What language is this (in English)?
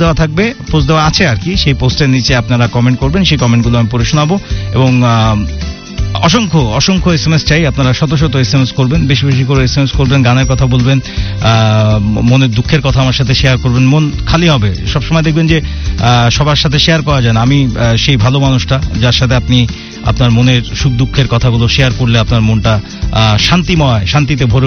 Bangla